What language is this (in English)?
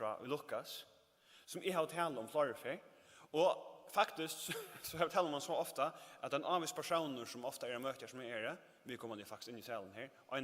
Faroese